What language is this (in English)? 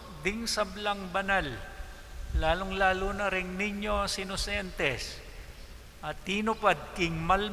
Pampanga